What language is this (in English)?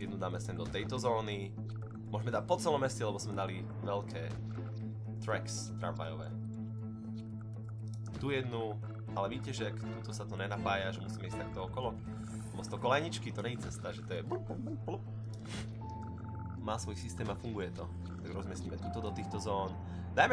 Slovak